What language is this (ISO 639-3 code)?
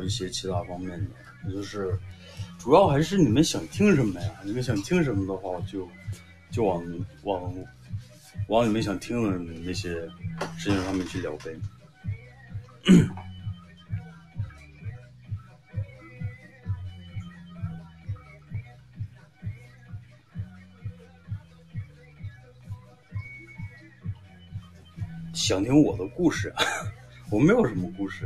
zho